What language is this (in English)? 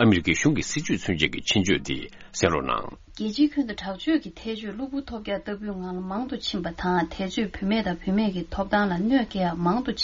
Tibetan